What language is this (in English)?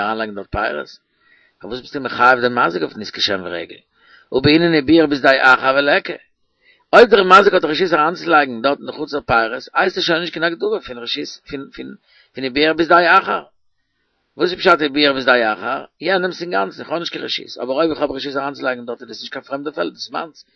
Yiddish